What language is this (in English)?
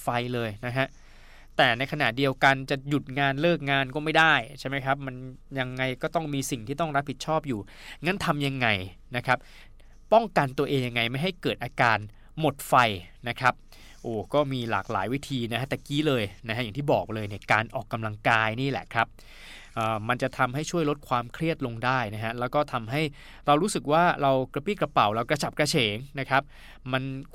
Thai